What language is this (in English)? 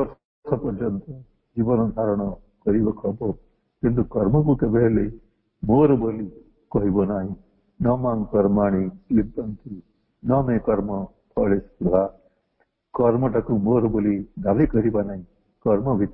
Odia